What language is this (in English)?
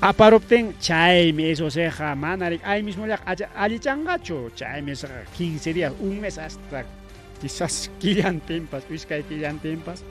Ayacucho Quechua